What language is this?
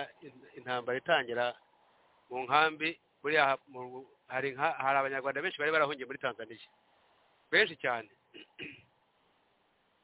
Kinyarwanda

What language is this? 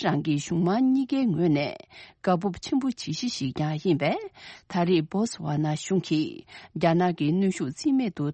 Tibetan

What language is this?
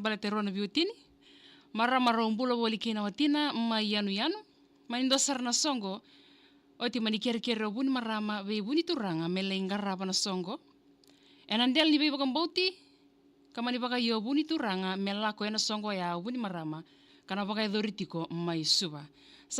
Fijian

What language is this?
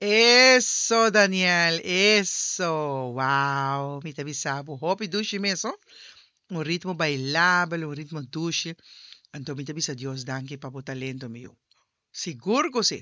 Papiamento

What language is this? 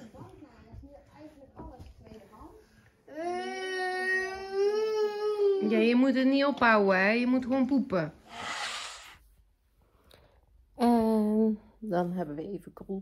Dutch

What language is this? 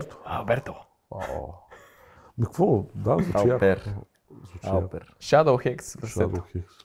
Bulgarian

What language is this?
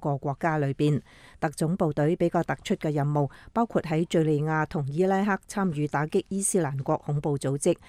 Cantonese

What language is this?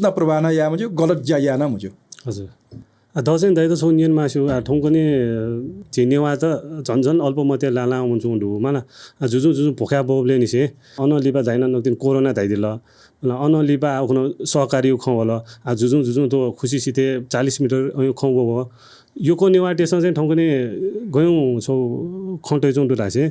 Newari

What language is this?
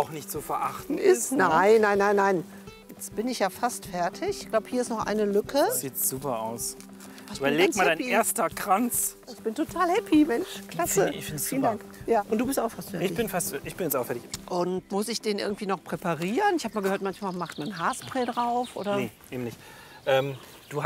German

